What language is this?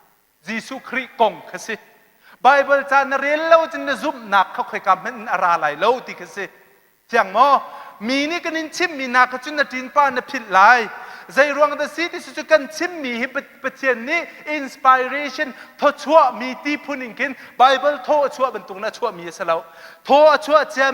Hakha Chin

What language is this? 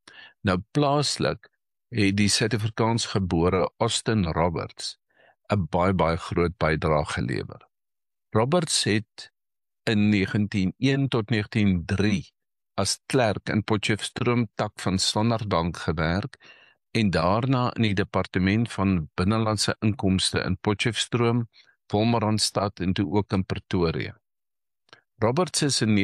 Afrikaans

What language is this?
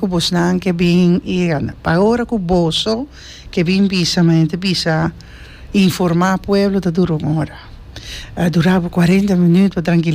Papiamento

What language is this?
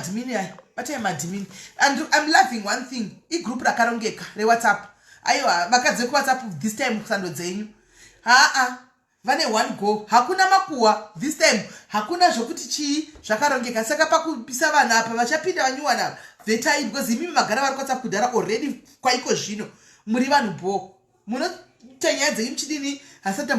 Shona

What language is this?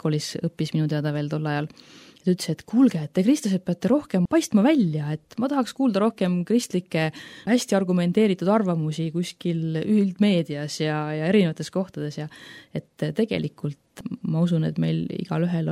Estonian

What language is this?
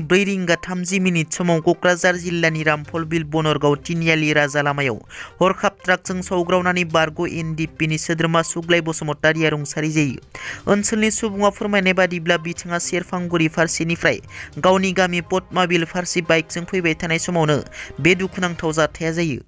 Bodo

